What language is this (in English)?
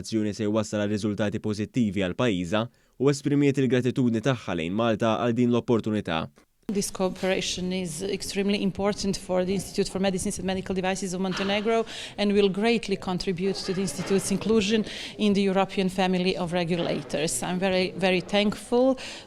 Maltese